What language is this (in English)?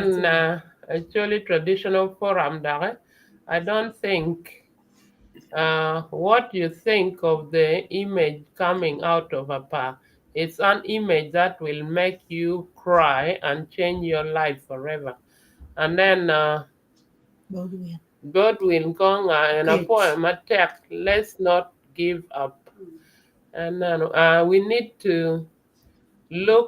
Acoli